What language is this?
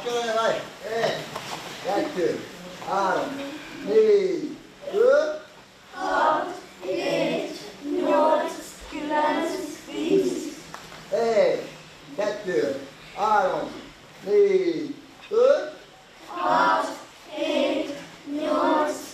Hungarian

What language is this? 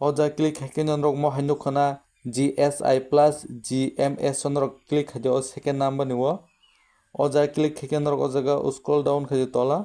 Kok Borok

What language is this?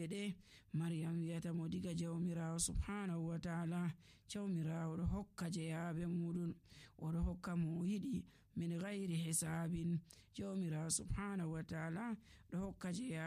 Nigerian Fulfulde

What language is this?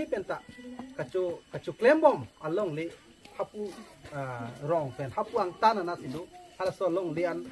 Karbi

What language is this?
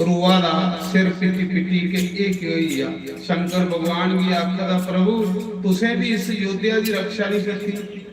Dogri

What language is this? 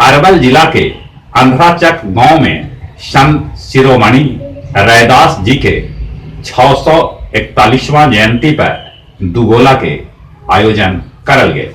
Magahi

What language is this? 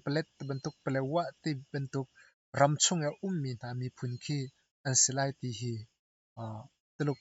Hakha Chin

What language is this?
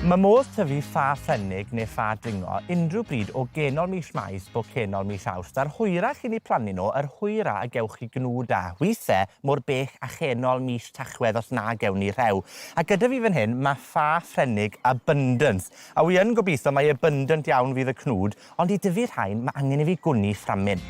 Welsh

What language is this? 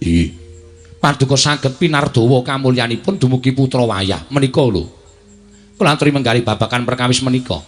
Javanese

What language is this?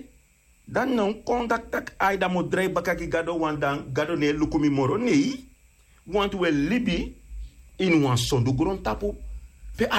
Sranan Tongo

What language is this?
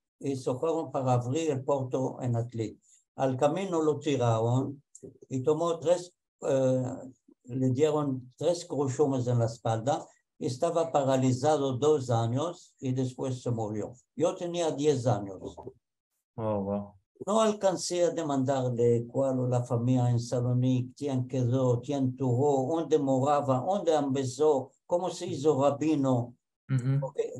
Ladino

